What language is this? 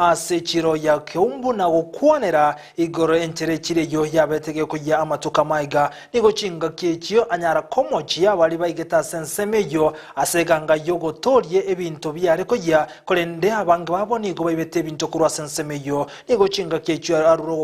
Gusii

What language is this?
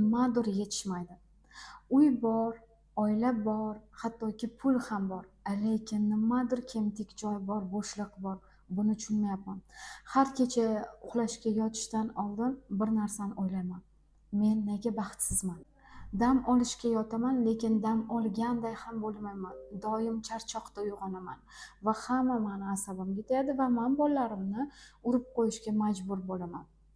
Uzbek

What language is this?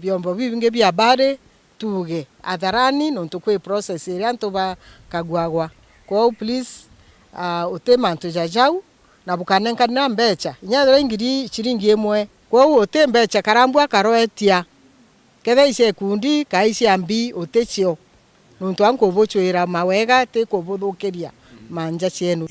Meru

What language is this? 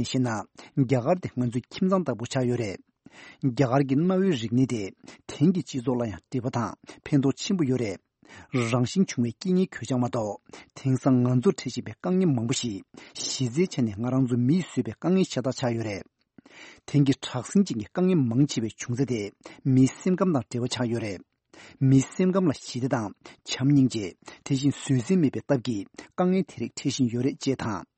Tibetan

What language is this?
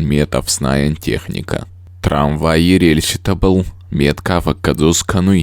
Ossetic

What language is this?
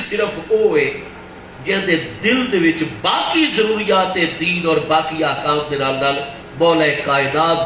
Saraiki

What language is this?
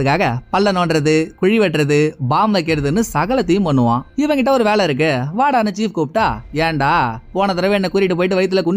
Tamil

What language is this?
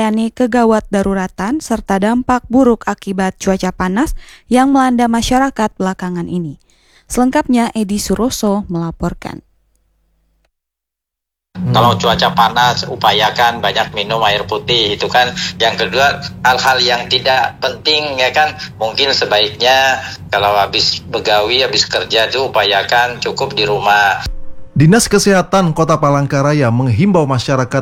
Indonesian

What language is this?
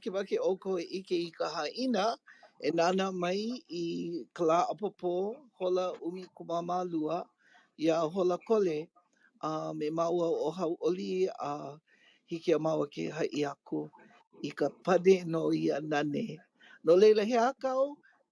Hawaiian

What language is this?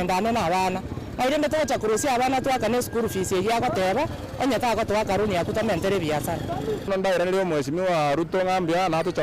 Gusii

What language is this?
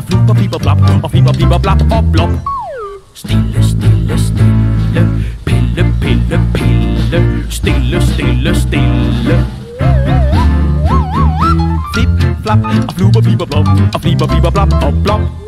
Danish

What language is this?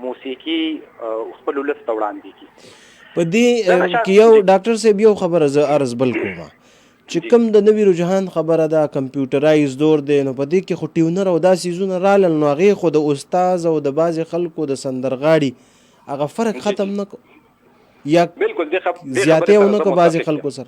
Pashto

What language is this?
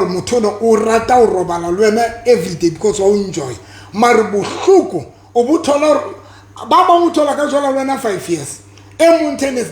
Southern Sotho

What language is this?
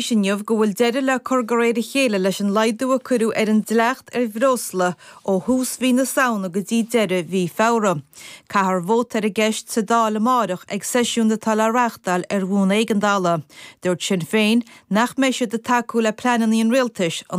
Irish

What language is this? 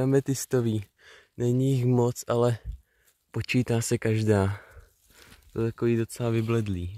Czech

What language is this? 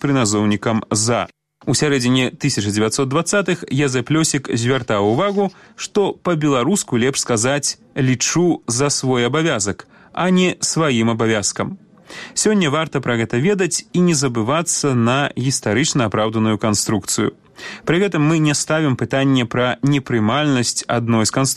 Belarusian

